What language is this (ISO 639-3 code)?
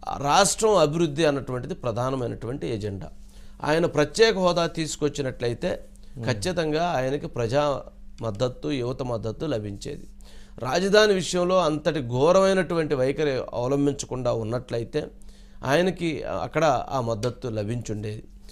tel